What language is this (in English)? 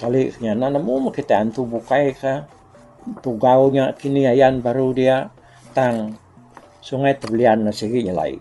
Iban